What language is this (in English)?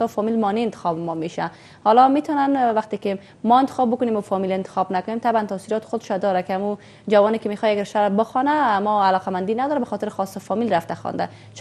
Persian